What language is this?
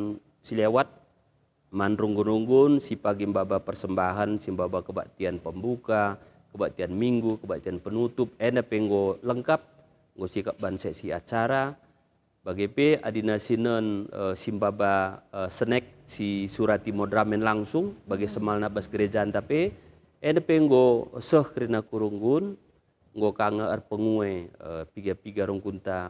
Batak Karo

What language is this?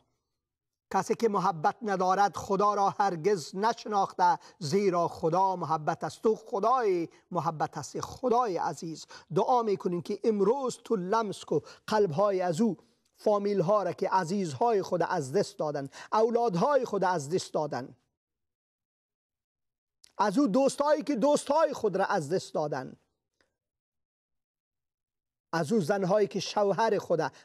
Persian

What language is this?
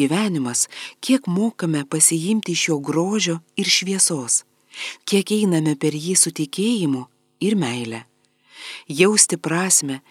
Lithuanian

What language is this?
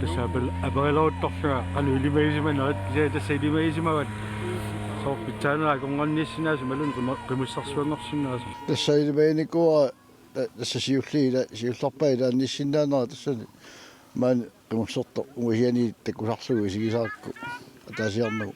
Kalaallisut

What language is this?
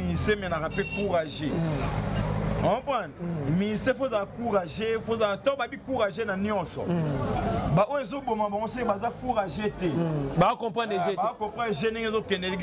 Lingala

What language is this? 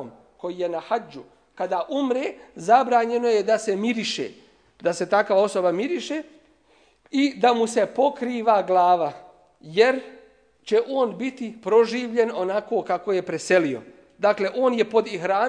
Bosnian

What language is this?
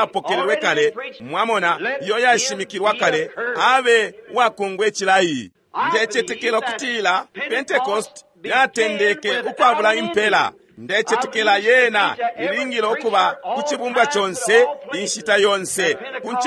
Bemba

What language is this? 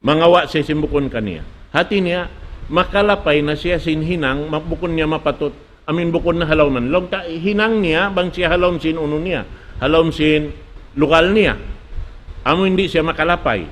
Tausug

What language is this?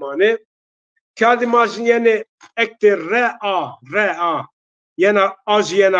Zaza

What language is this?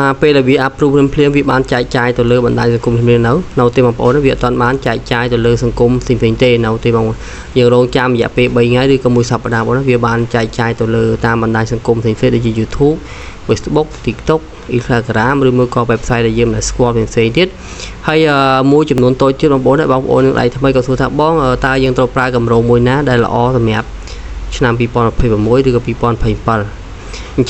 Khmer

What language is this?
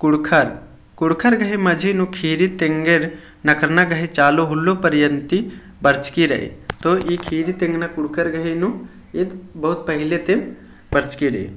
Kurukh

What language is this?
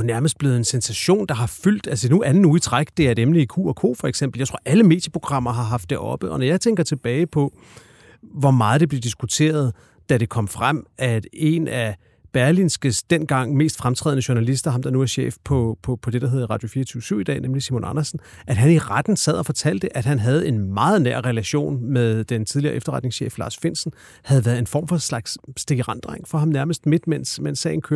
Danish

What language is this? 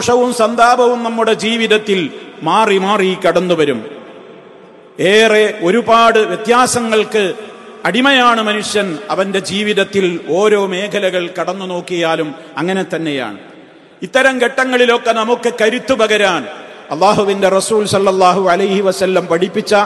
Malayalam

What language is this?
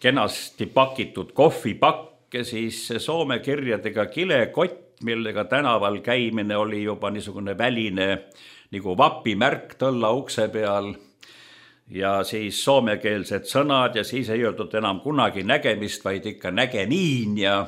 Estonian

